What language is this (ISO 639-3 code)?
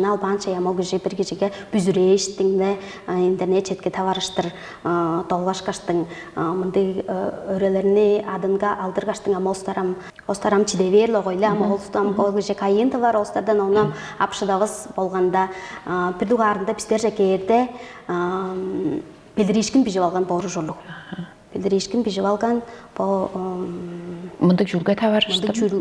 tyv